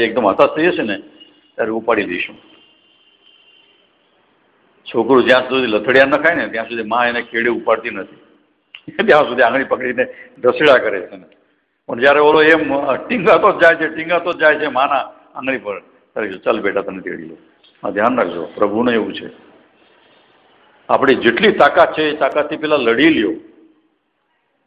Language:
Gujarati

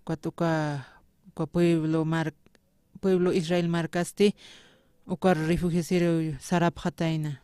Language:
Aymara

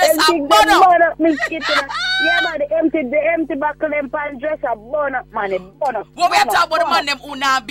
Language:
Jamaican Creole English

